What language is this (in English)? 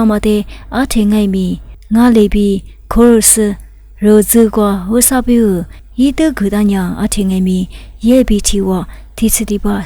Lisu